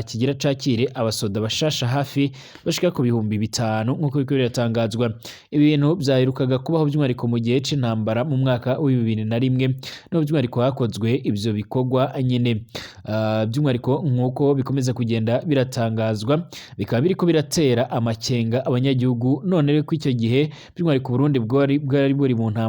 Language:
Rundi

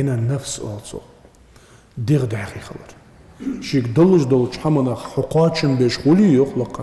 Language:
Ingush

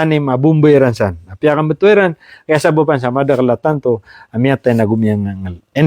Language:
Maranao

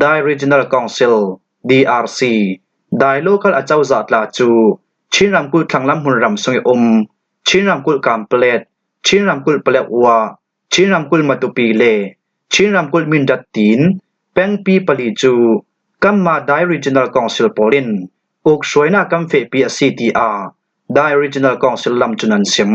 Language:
Falam Chin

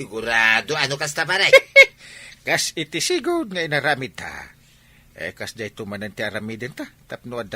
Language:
Iloko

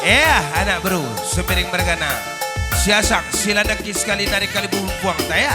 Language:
Batak Karo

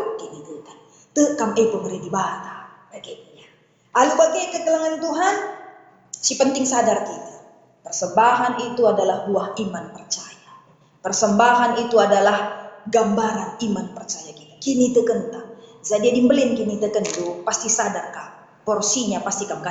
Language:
Batak Karo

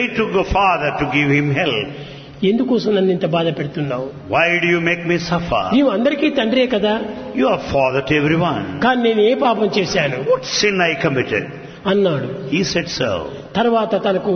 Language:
Telugu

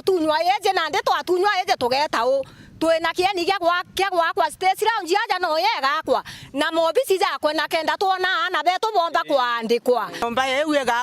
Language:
Meru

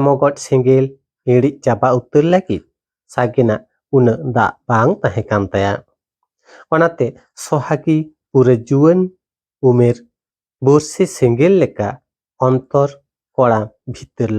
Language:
Santali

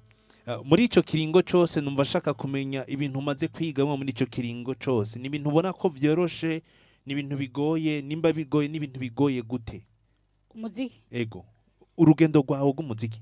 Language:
Rundi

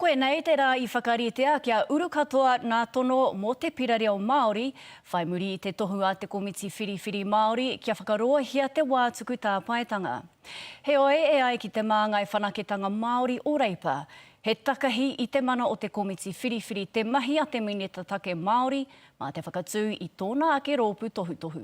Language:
Māori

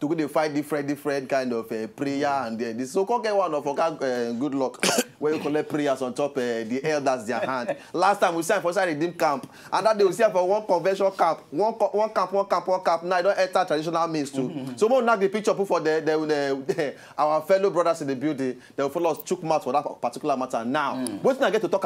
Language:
Nigerian Pidgin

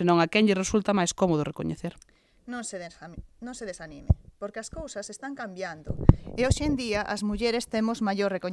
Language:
Galician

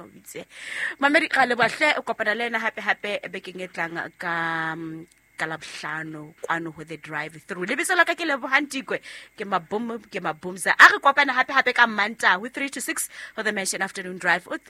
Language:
Southern Sotho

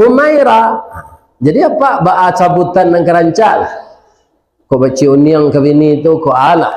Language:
Minangkabau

